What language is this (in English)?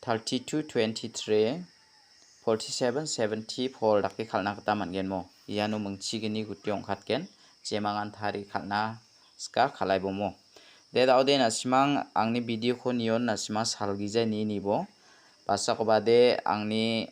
Garo